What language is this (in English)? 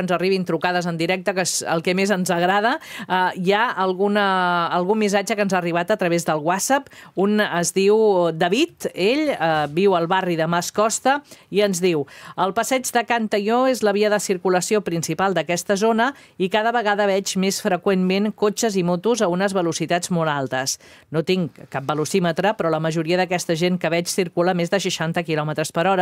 Catalan